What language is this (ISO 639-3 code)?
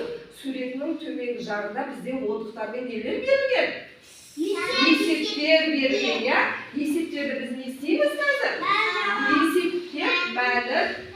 kaz